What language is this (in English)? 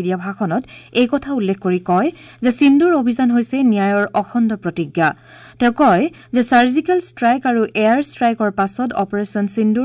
Assamese